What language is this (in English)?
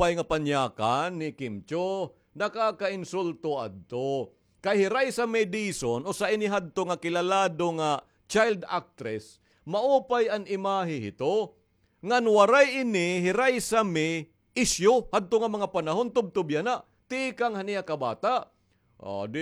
Waray